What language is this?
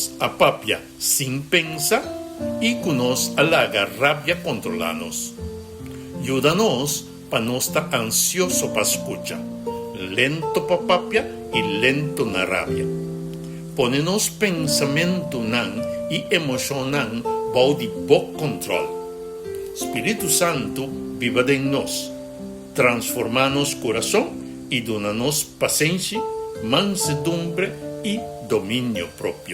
Papiamento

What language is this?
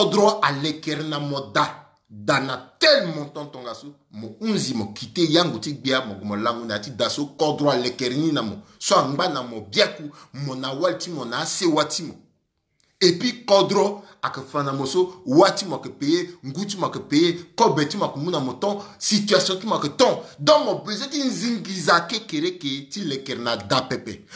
Sango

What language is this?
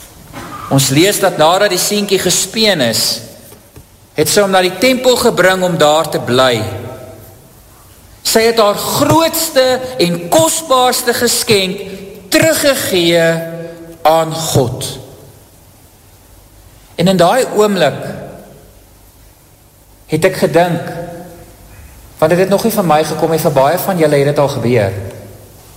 Afrikaans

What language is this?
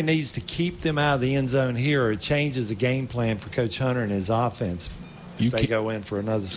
English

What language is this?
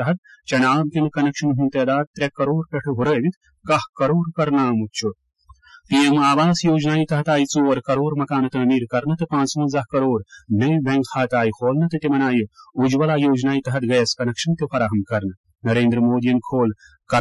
Kashmiri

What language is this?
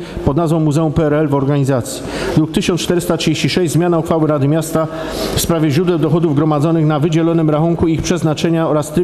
Polish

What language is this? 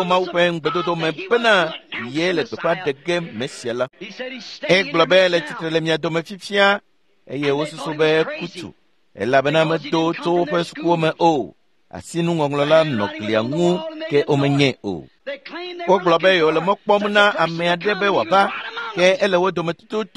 Ewe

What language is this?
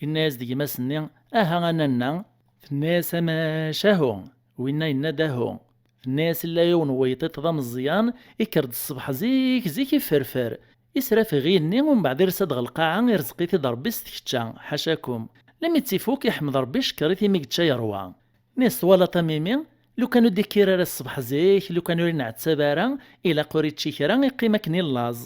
Kabyle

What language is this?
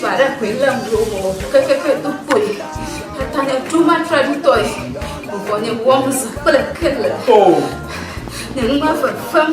Ewe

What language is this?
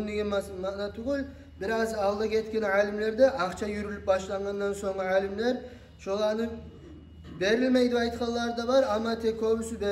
Kumyk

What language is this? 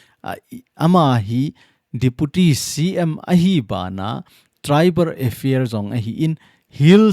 Thado Chin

